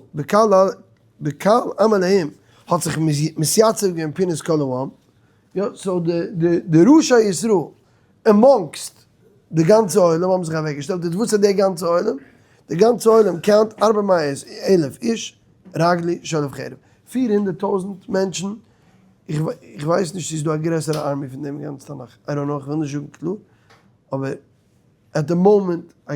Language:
Yiddish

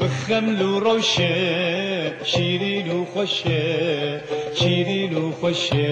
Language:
Kurdish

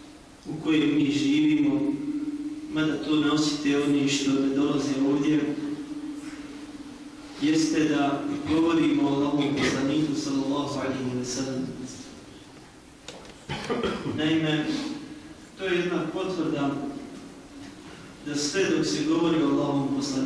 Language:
Bosnian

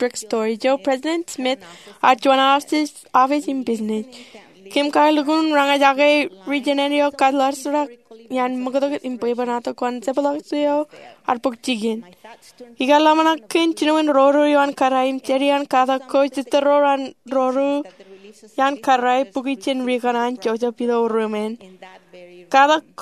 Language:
Marshallese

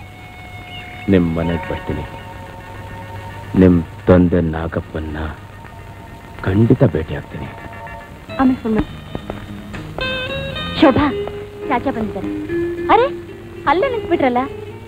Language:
Kannada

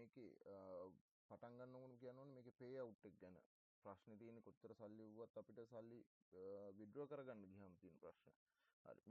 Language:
Sinhala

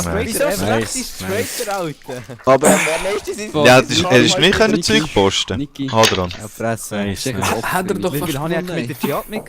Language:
Swiss German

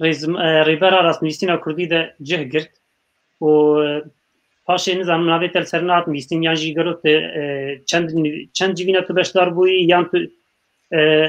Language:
Kurdish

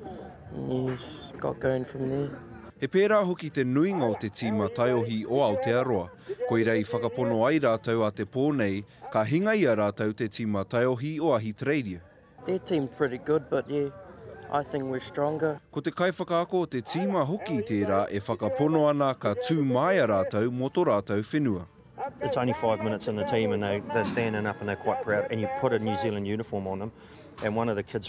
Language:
Māori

